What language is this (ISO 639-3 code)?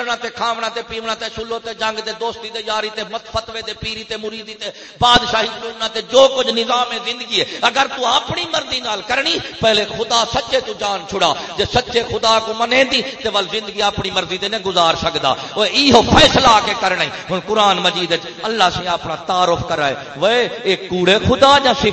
skr